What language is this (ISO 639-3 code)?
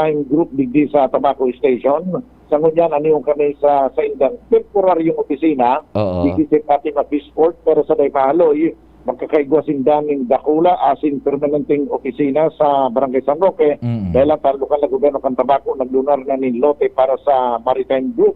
bik